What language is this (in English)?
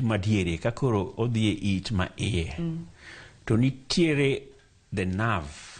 Luo (Kenya and Tanzania)